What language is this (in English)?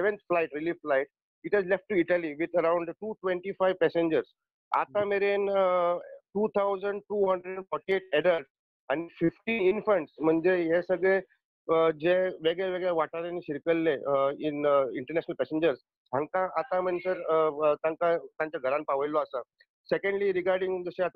Konkani